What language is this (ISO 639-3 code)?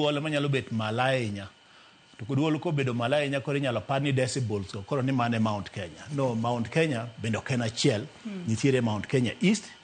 luo